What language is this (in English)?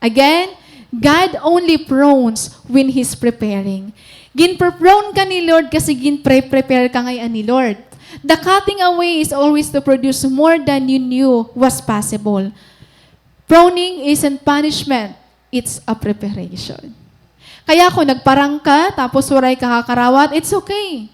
Waray